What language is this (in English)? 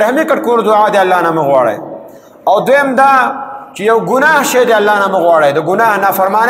Pashto